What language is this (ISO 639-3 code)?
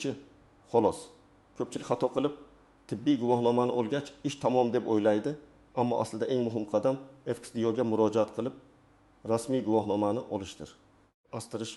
uzb